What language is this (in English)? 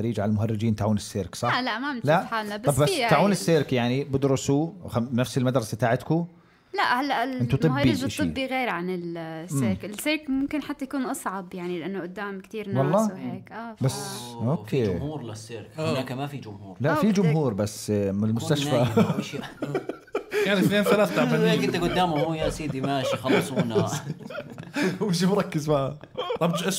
North Levantine Arabic